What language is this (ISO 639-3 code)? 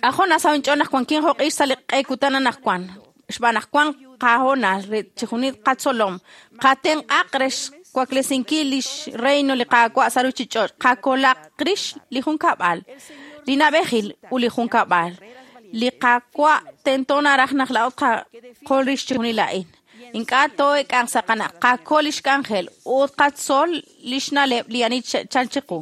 kek